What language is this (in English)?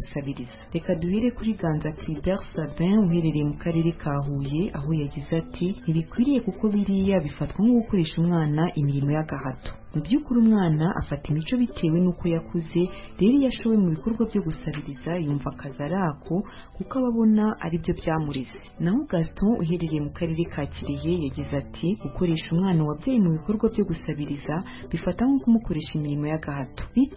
Kinyarwanda